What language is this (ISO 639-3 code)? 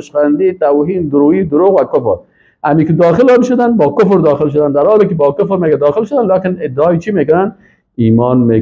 fas